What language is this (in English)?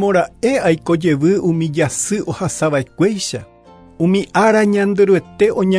Guarani